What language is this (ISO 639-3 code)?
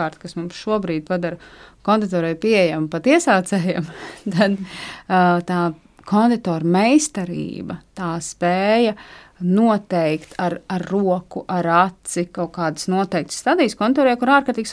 lav